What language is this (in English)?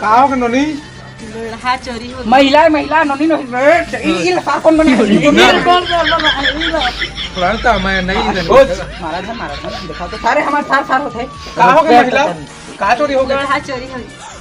Chhattisgarhi